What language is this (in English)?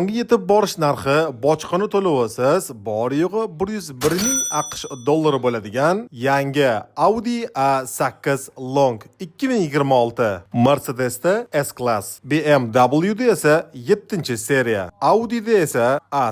Uzbek